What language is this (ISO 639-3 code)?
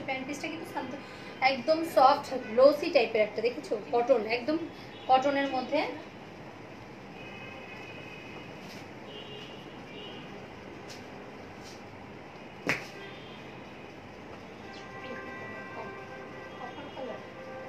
ben